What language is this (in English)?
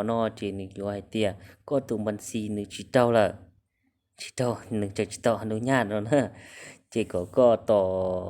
Hmong